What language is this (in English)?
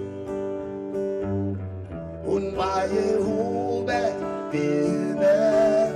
Danish